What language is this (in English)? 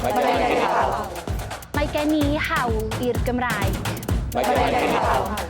Welsh